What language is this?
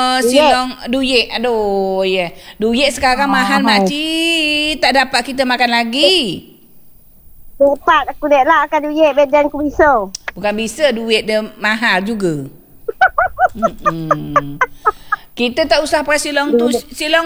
Malay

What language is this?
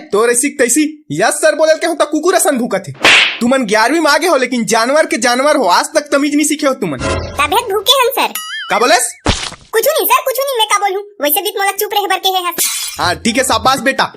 Chhattisgarhi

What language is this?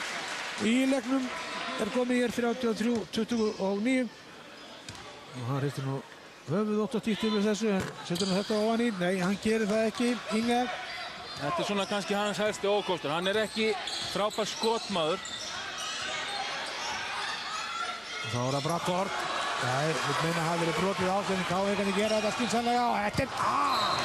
Icelandic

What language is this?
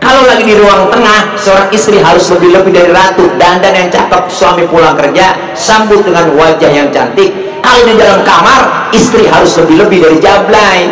Betawi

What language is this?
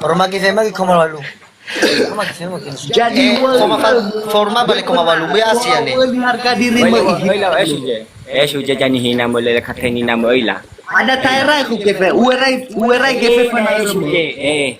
Nias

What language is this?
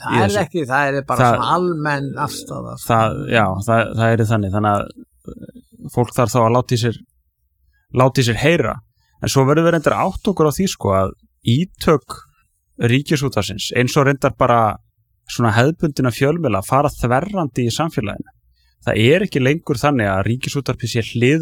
Icelandic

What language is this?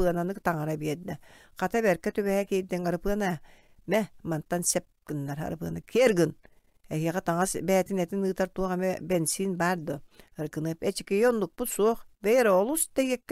Yakut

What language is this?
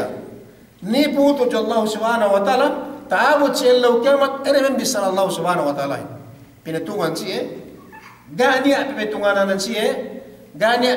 Yakan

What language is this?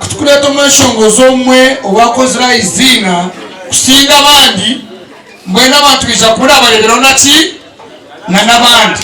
Nyankole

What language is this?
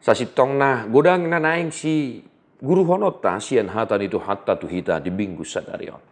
Batak Toba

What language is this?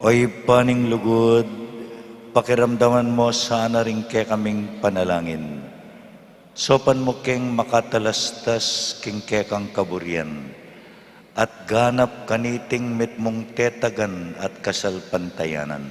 Pampanga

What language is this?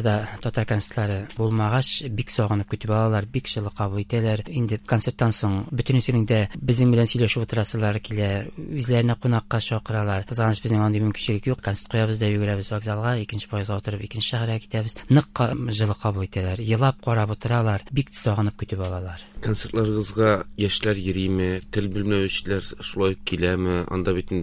Tatar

